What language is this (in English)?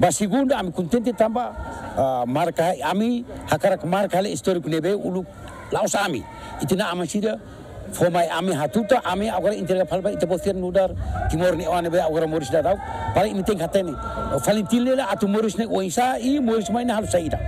Tetum